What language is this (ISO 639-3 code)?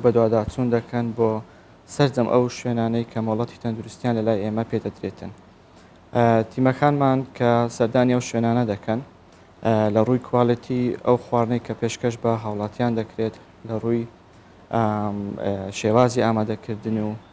ckb